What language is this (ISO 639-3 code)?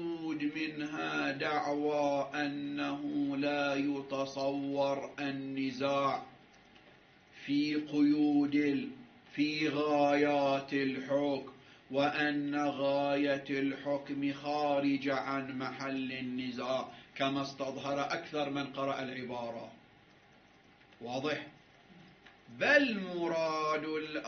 ara